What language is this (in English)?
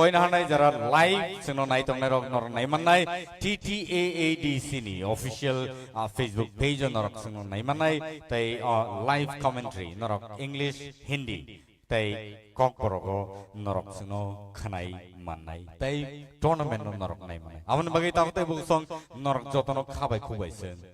Kok Borok